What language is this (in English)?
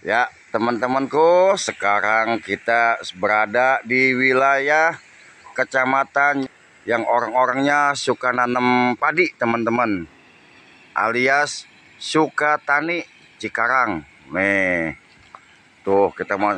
Betawi